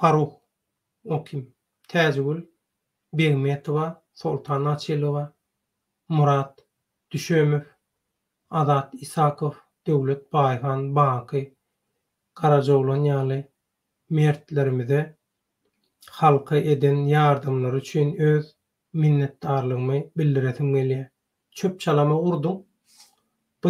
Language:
Turkmen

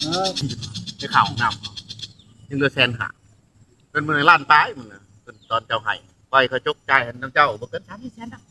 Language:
Northeastern Thai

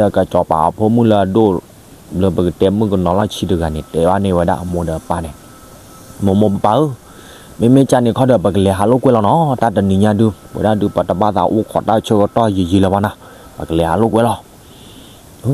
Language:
S'gaw Karen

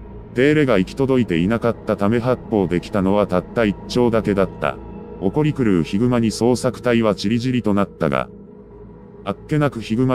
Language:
Japanese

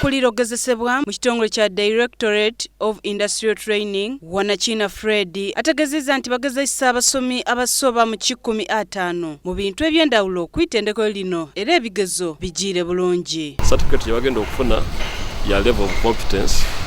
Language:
Soga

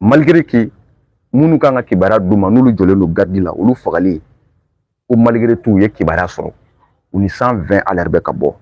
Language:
Bambara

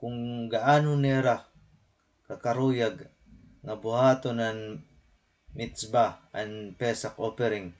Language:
Waray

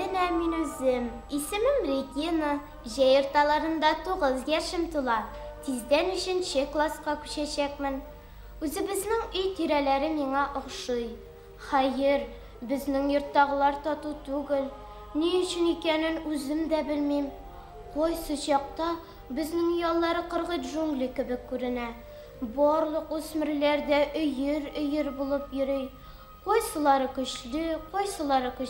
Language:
Bashkir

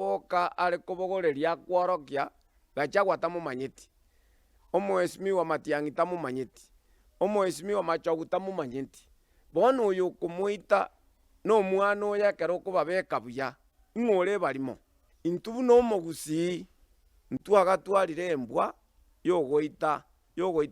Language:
Gusii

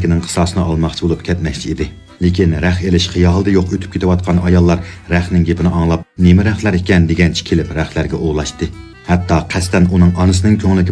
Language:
Uyghur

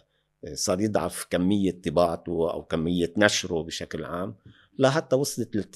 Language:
North Levantine Arabic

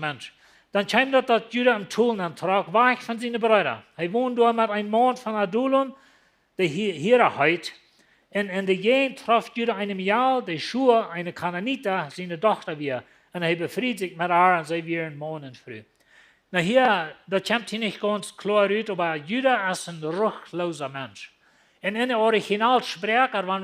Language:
Plautdietsch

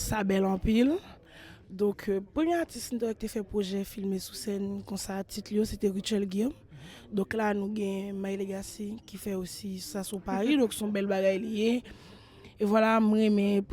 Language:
Haitian Creole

